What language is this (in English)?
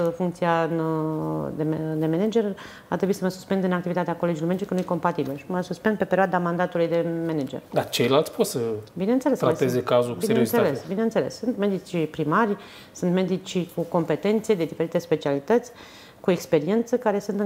Romanian